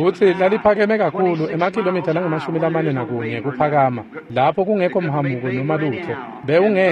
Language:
Swati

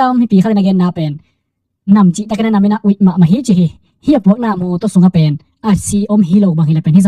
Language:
Tedim Chin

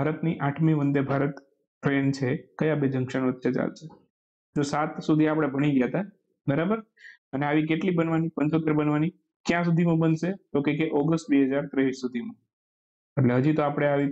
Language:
Gujarati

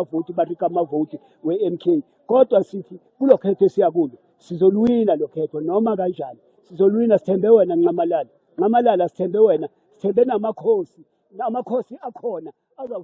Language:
Zulu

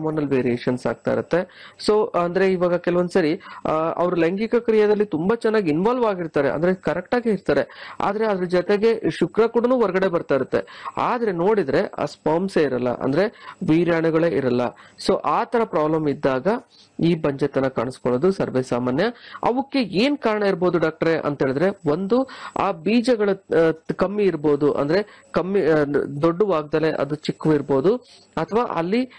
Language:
Kannada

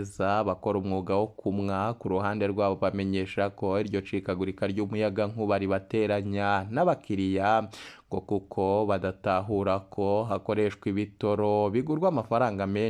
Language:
Rundi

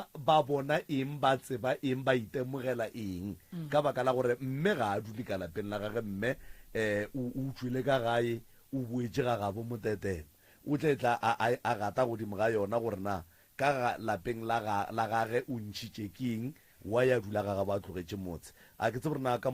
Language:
Northern Sotho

